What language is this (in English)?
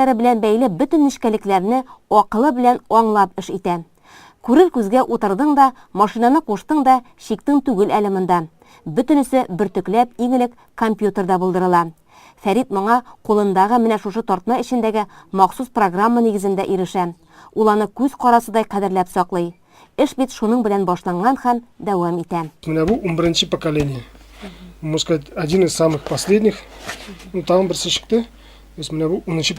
Tatar